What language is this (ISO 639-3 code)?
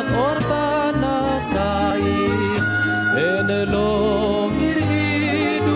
heb